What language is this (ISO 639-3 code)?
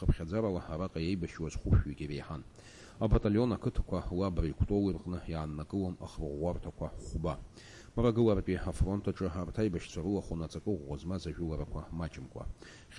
abk